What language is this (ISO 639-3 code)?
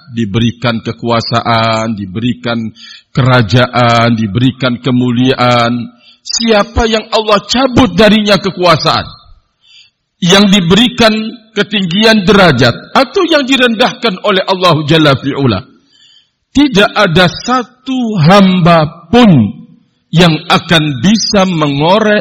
ind